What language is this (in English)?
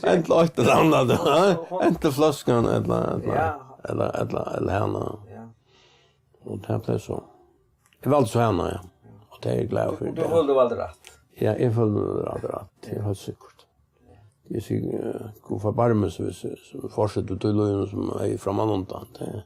Faroese